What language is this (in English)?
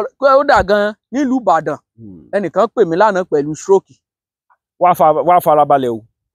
Yoruba